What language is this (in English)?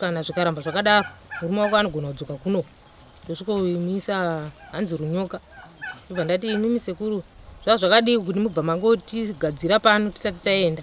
Shona